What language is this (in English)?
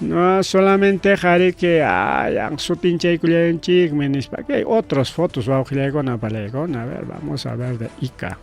Ayacucho Quechua